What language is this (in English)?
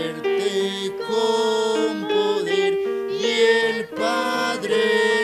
Aymara